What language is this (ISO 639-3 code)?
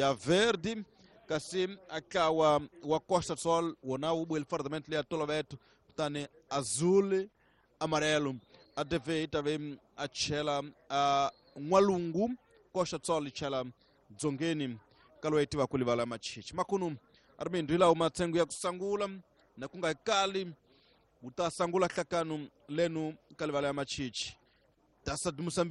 tso